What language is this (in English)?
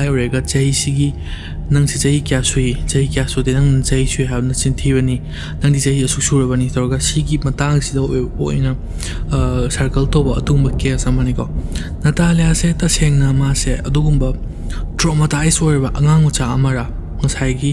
Manipuri